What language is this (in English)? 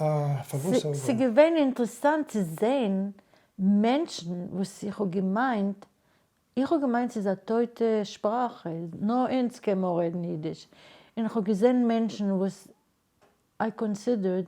Yiddish